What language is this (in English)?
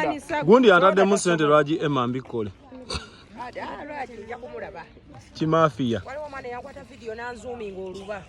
Ganda